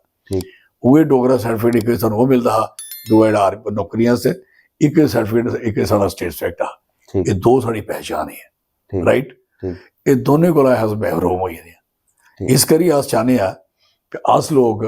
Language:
Dogri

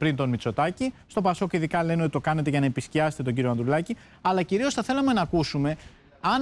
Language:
Greek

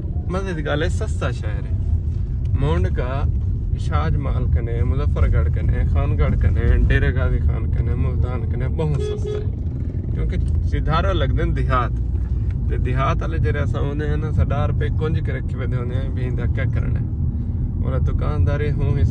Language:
Saraiki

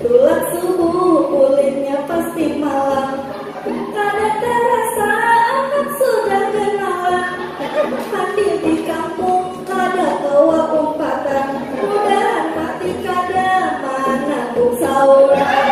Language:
Banjar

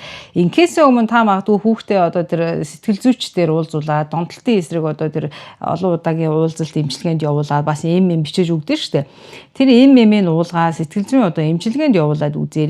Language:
Mongolian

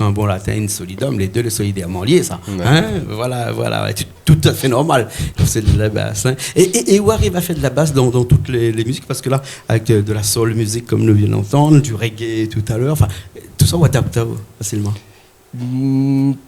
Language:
Réunion Creole French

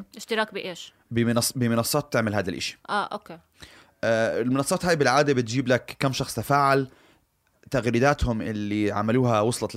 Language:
North Levantine Arabic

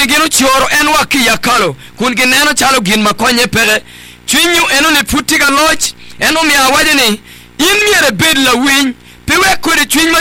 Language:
Acoli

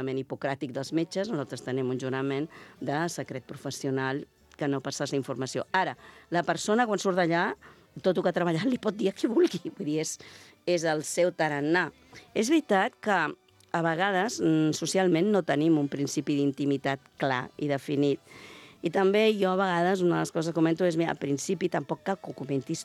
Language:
Catalan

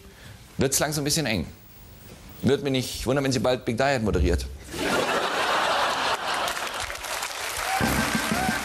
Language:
German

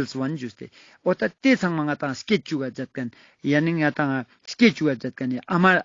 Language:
Ladakhi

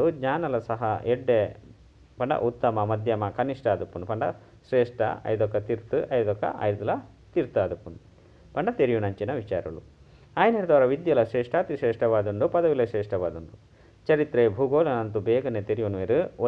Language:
Tulu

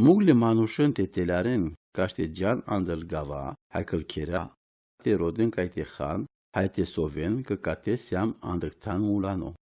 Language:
Romany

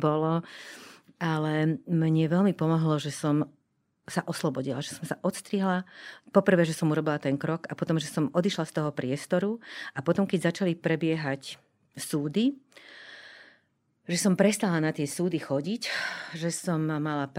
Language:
Slovak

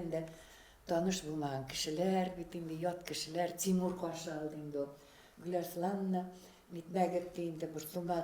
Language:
Bashkir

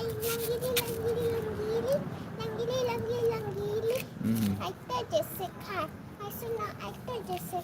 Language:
Manipuri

